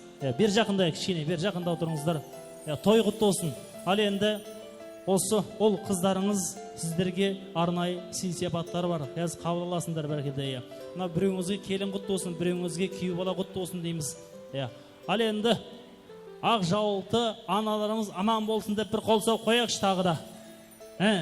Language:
Kara-Kalpak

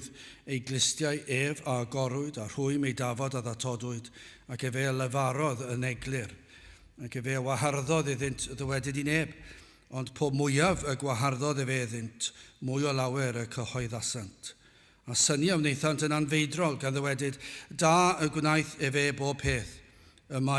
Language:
Welsh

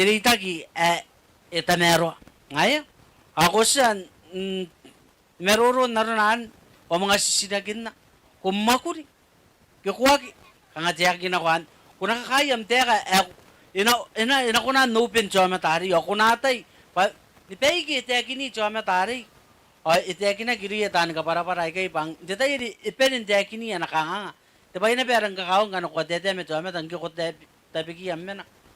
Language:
Gilbertese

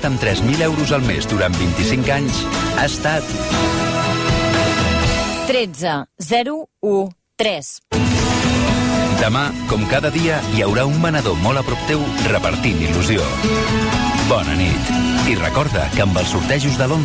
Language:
Catalan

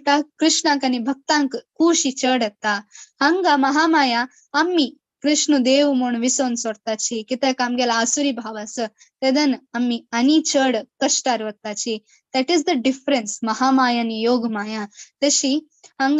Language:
Konkani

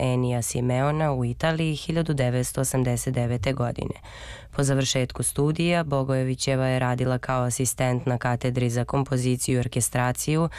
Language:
Serbian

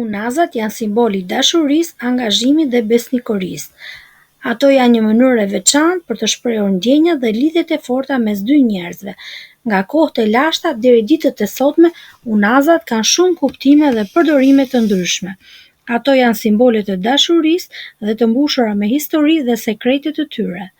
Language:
Albanian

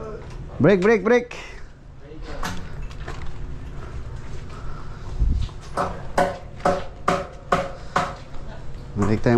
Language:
Filipino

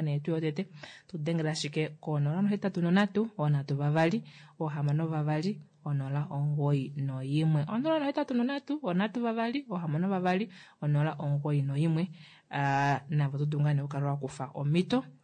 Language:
Kuanyama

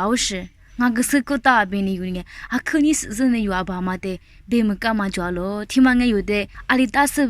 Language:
Lisu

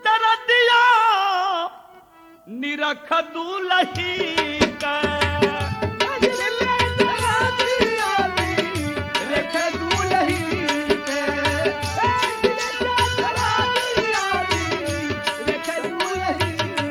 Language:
Bhojpuri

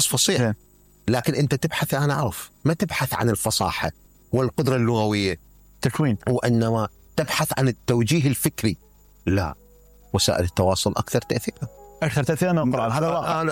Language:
Mesopotamian Arabic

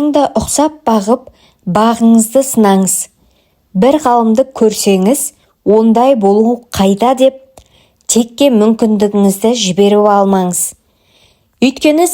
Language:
Kazakh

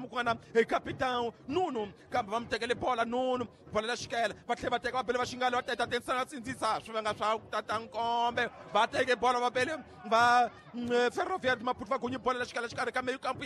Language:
Tsonga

